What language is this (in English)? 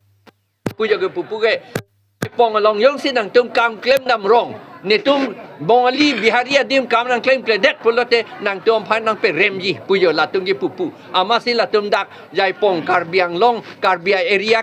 Karbi